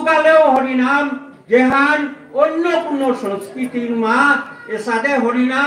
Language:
Bishnupriya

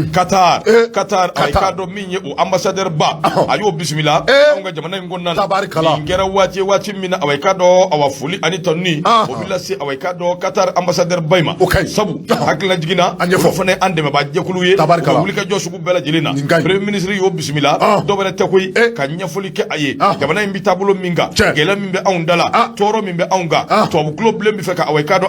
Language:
Bambara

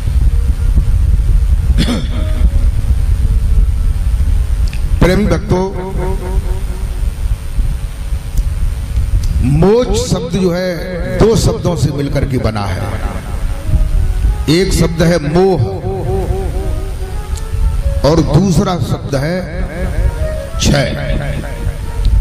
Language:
Hindi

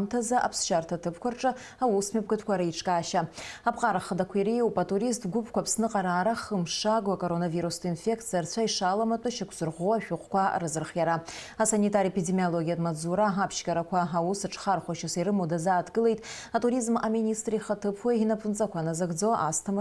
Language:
Abkhazian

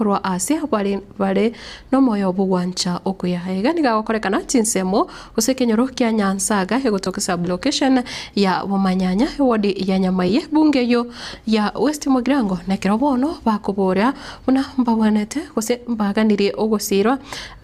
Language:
Gusii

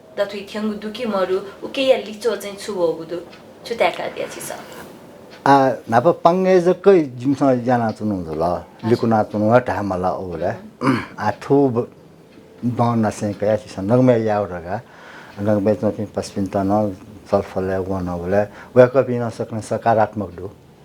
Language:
Newari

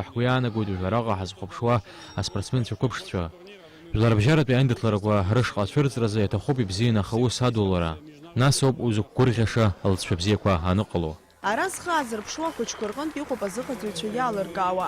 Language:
Abkhazian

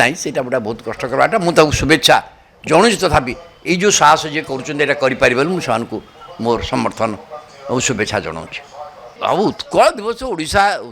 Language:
Odia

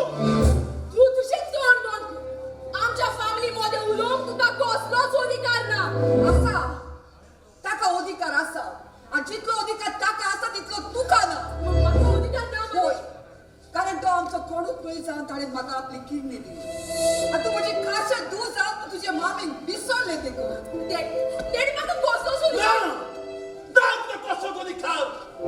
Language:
Konkani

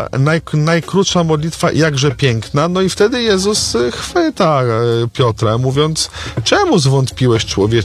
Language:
Polish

